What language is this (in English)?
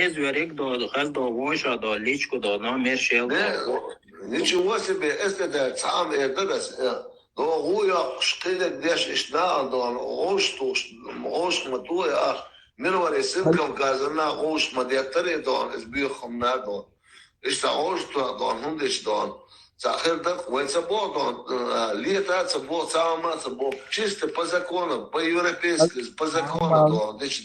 Chechen